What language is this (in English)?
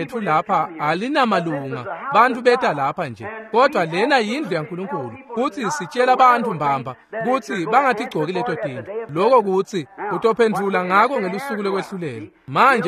Swati